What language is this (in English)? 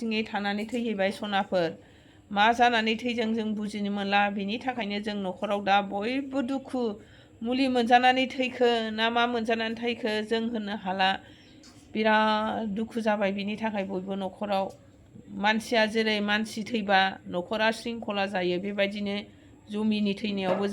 Bodo